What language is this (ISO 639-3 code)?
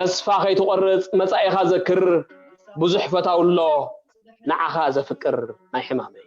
tir